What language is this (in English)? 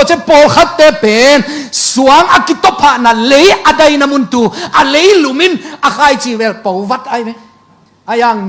Tedim Chin